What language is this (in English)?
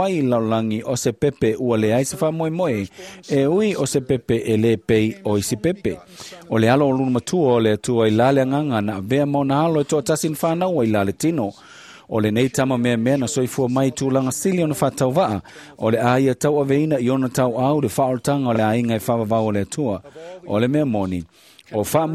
Samoan